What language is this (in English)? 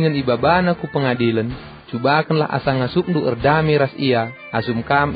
Batak Karo